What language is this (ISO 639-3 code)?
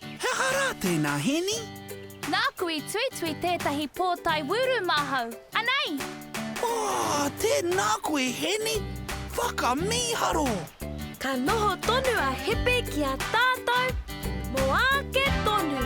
mri